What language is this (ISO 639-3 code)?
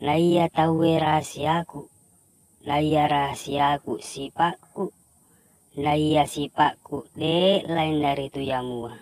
bug